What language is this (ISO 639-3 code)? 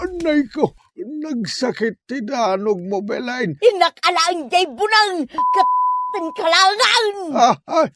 ilo